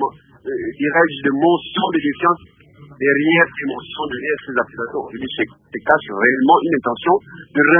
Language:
French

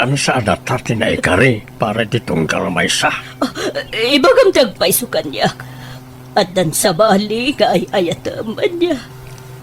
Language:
Iloko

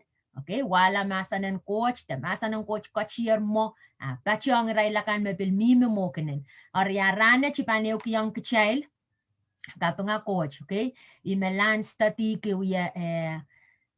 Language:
Pohnpeian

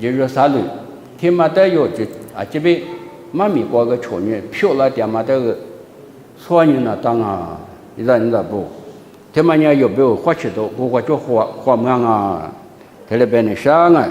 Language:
Lisu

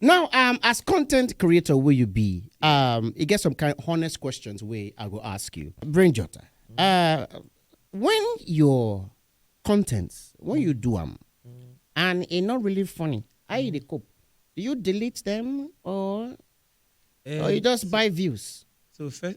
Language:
Nigerian Pidgin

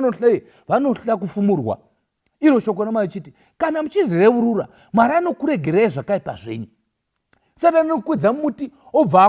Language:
Shona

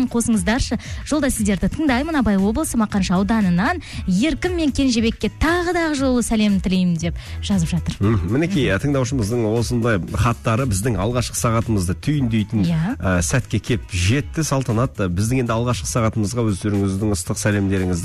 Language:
Kazakh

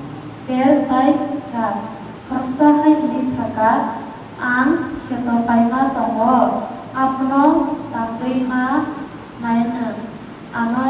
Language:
Kok Borok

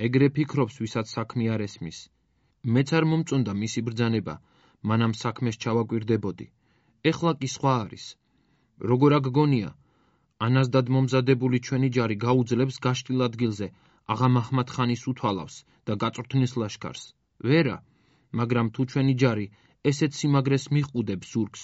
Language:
Georgian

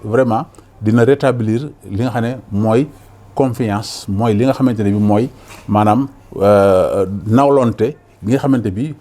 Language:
Wolof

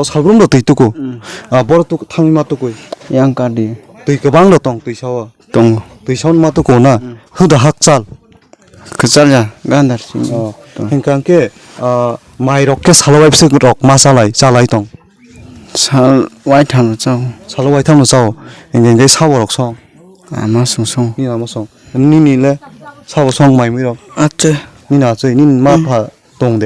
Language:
Kok Borok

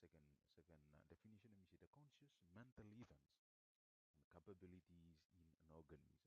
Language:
Bislama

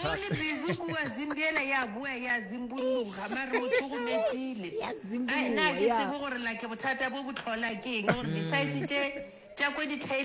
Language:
Northern Sotho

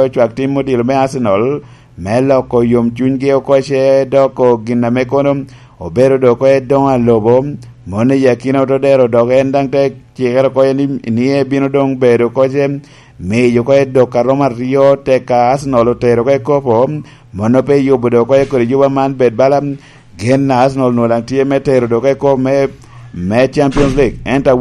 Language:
Lango (Uganda)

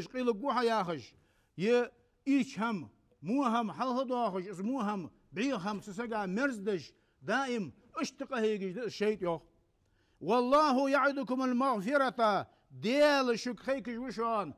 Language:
Ingush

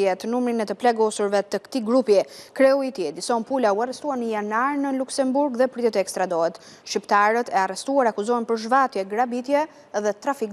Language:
Albanian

